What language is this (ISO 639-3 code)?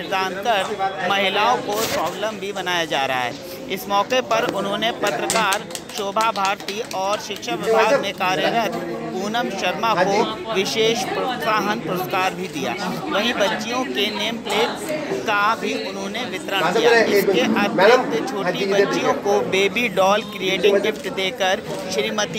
hin